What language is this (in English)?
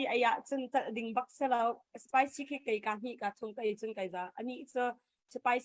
Hakha Chin